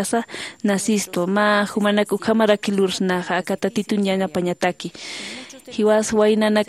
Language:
Aymara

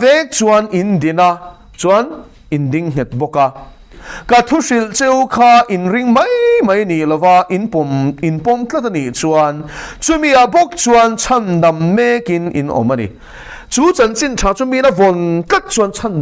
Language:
Mizo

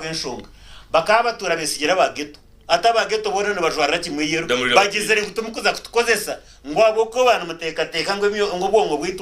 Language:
Nyankole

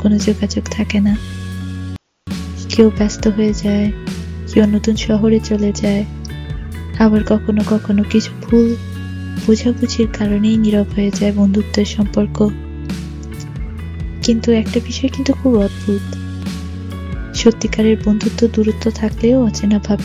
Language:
Bangla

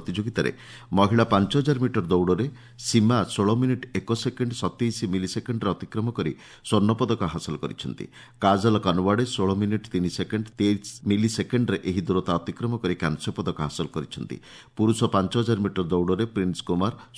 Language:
Odia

